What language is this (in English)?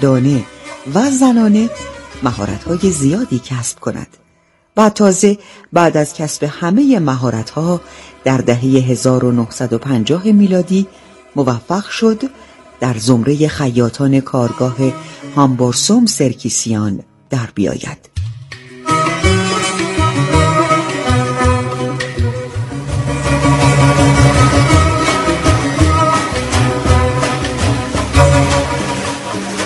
Persian